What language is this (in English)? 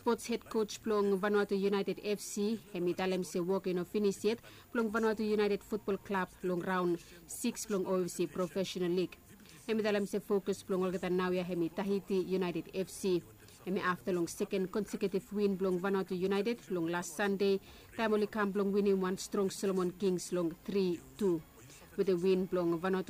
Bislama